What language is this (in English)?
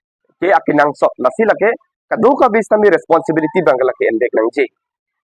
Karbi